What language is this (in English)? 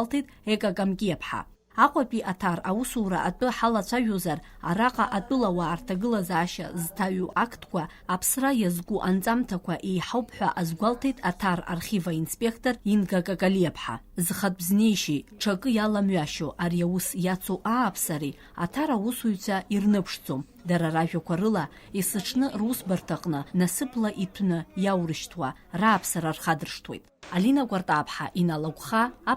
Abkhazian